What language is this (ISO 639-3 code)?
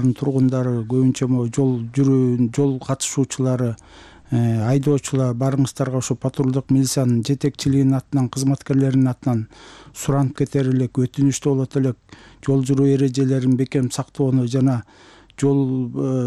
kir